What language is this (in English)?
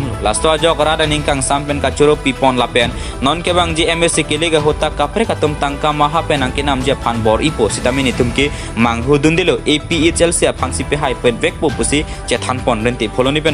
Karbi